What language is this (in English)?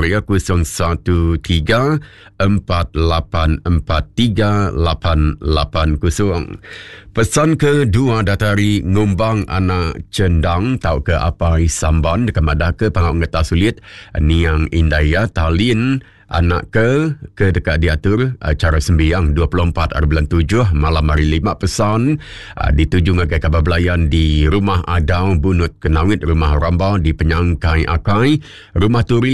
Iban